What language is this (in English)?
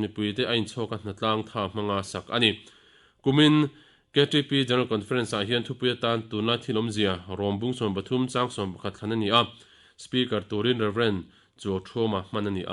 Mizo